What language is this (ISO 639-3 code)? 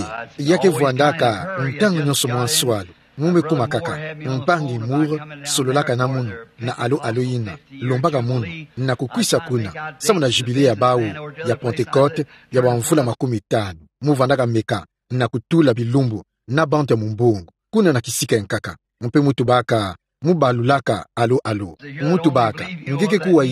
ktu